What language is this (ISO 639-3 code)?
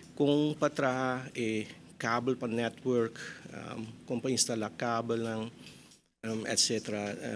pap